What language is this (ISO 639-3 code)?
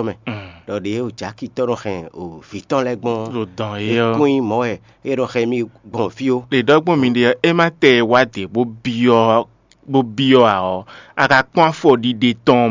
fon